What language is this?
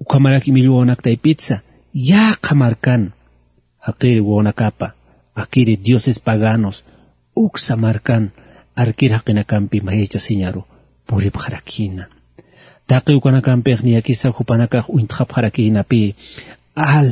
Aymara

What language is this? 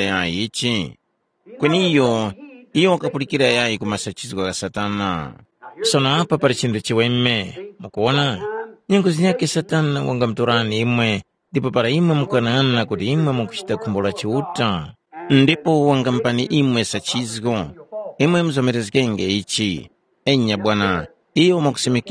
Tumbuka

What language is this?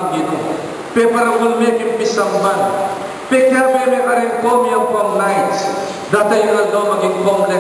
Pampanga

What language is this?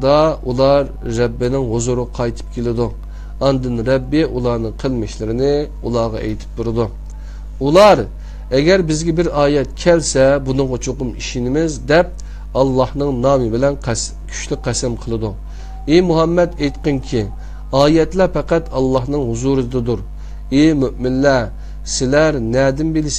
Uyghur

